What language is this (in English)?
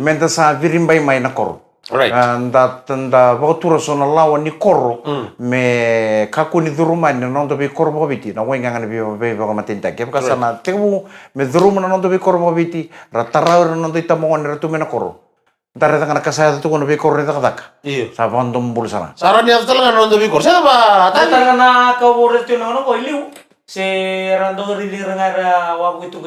Fijian